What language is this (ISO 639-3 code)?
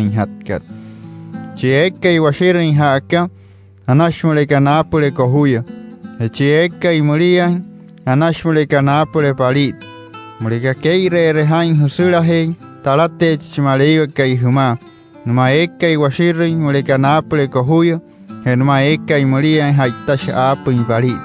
guc